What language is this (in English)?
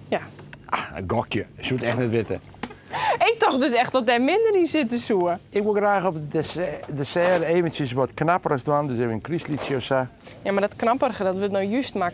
Western Frisian